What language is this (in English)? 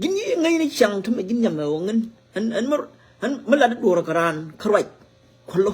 Nuer